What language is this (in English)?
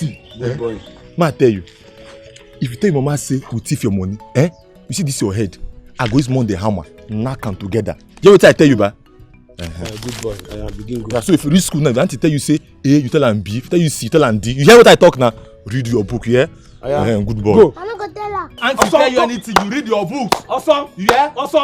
Nigerian Pidgin